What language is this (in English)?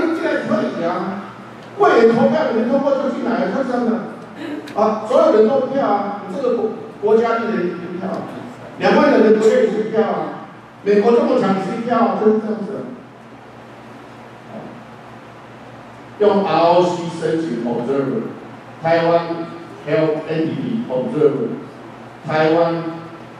Chinese